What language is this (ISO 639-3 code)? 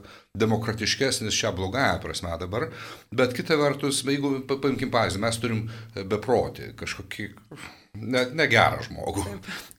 lit